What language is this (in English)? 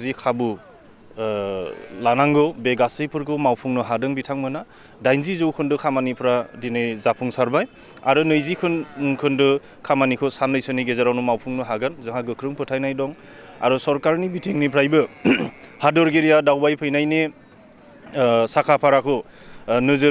Bodo